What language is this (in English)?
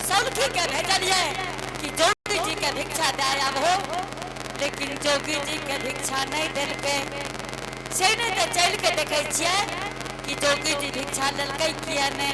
Angika